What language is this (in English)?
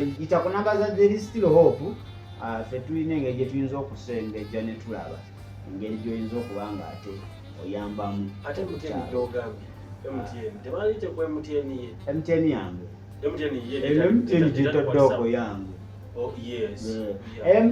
Ganda